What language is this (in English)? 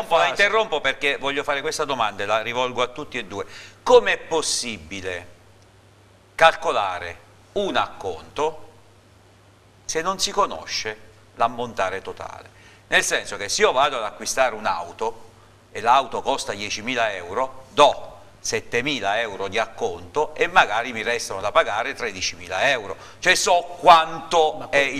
Italian